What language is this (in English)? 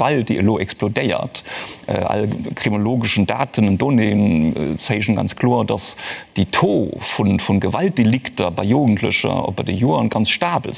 Luxembourgish